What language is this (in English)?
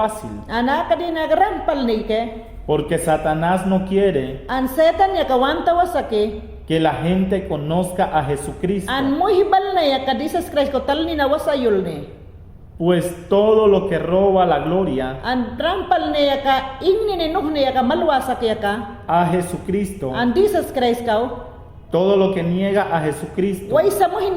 Mayangna